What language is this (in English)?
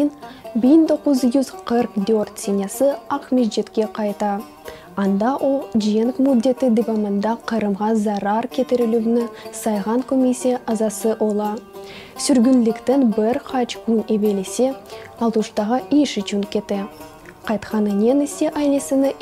Crimean Tatar